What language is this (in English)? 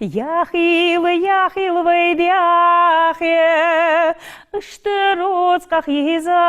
Ingush